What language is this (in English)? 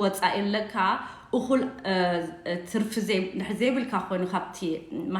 Tigrinya